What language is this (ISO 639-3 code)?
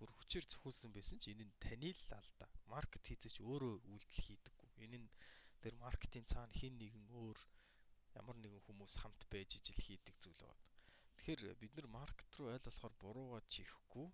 mon